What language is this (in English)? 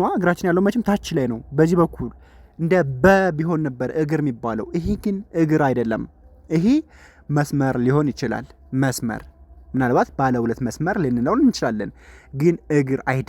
Amharic